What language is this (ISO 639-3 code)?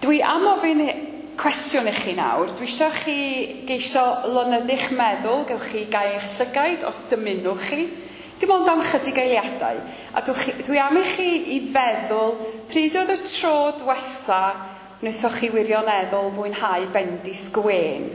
cym